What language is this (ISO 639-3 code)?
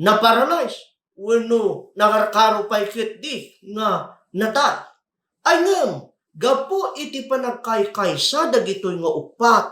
ilo